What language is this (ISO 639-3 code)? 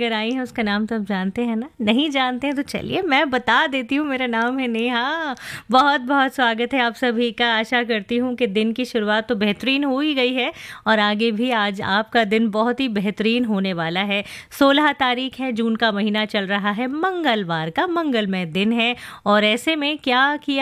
hin